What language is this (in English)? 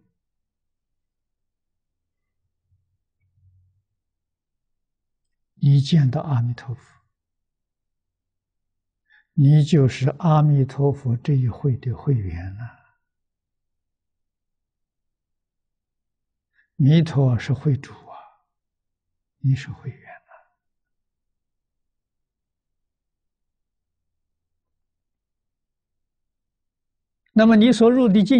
Chinese